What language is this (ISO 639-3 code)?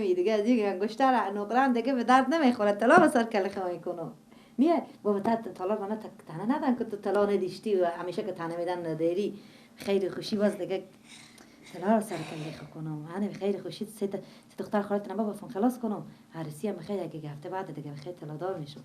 fas